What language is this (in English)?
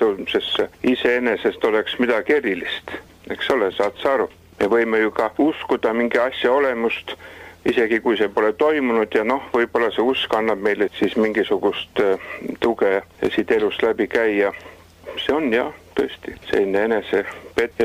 Estonian